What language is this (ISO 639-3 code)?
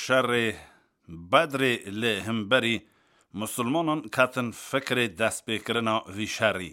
kur